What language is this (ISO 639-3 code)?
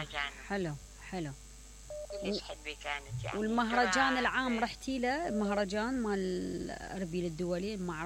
acm